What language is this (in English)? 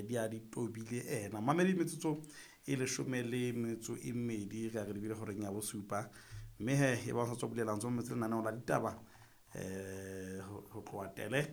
Southern Sotho